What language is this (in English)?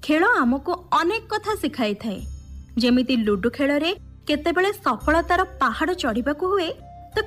Odia